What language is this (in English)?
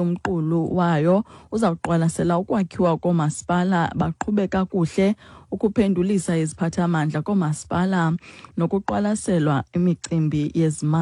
Xhosa